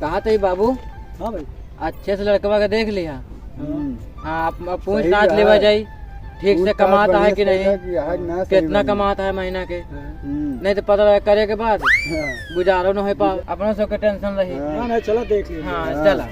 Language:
Awadhi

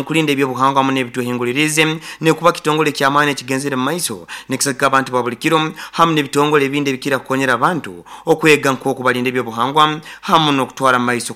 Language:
Nyoro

